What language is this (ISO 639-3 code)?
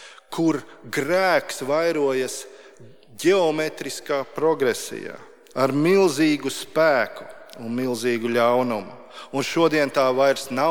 lav